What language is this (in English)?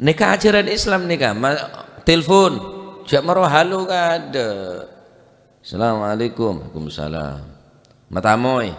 Madurese